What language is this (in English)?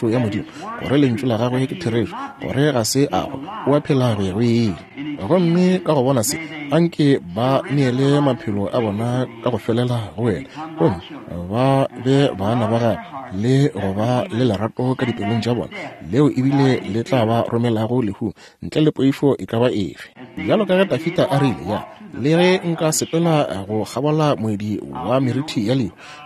Northern Sotho